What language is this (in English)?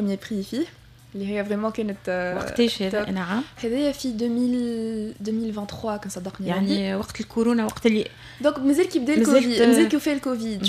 Tunisian Arabic